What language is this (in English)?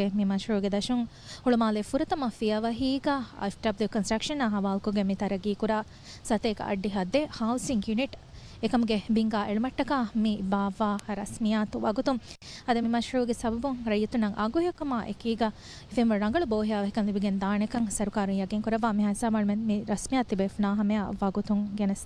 Divehi